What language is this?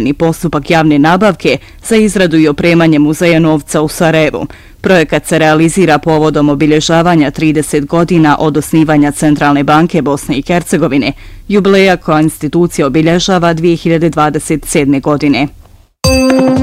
Bosnian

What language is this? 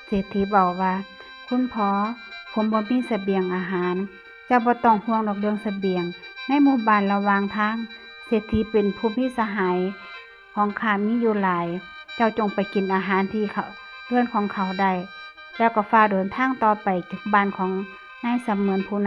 Northeastern Thai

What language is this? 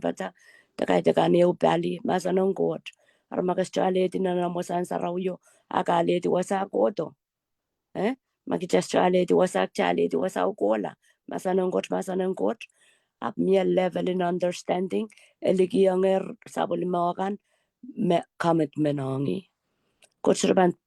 Pohnpeian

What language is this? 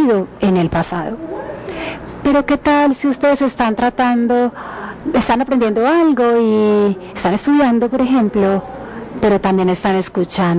Spanish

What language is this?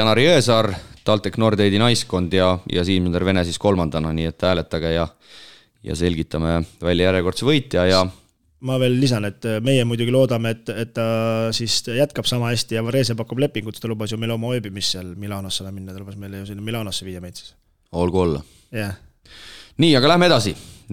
Estonian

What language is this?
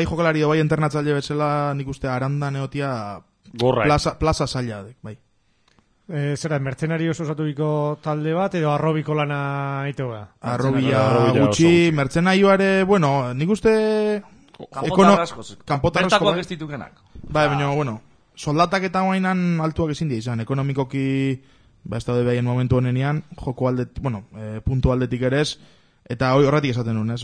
Basque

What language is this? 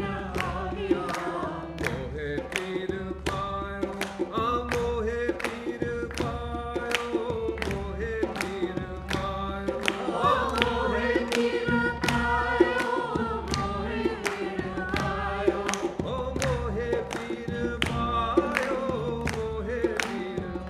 Hindi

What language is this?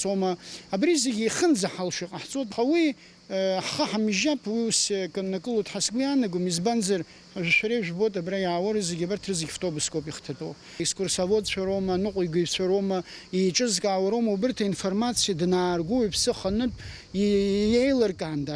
Abkhazian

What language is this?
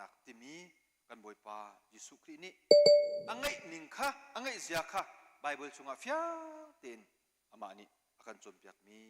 Hakha Chin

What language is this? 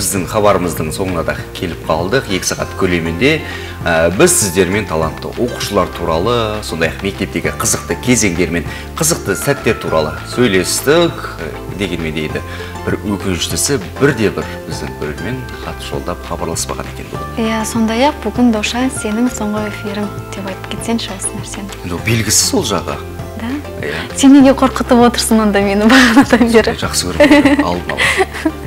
Kazakh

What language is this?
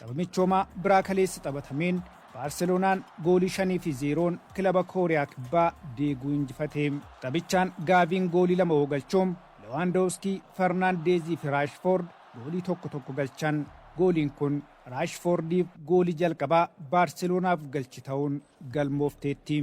Oromo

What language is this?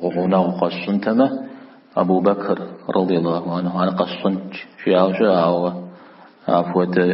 Kabardian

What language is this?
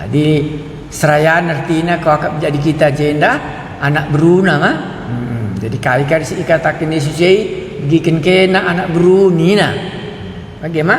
Batak Karo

